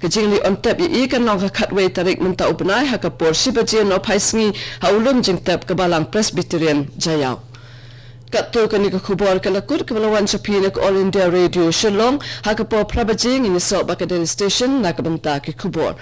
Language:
Khasi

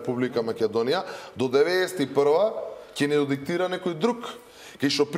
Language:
Macedonian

